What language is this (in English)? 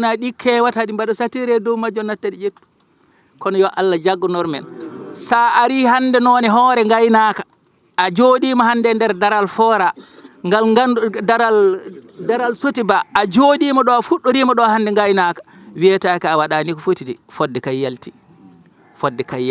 Fula